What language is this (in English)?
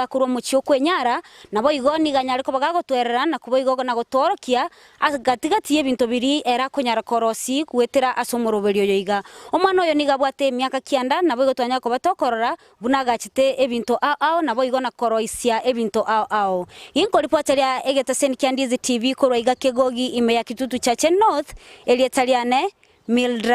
Gusii